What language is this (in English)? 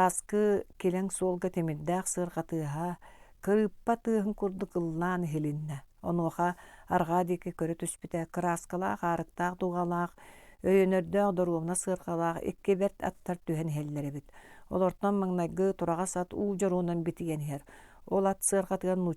Yakut